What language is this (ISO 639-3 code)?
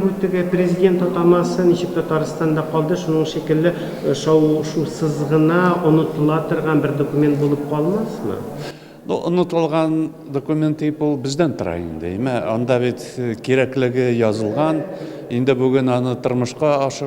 tat